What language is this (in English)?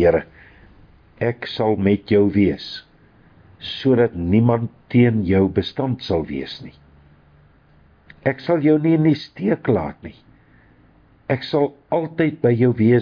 Afrikaans